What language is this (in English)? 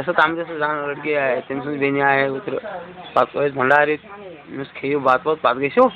Kashmiri